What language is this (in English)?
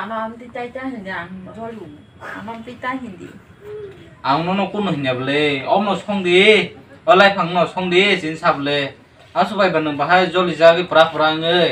Kok Borok